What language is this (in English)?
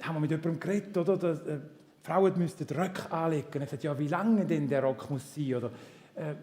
Swiss German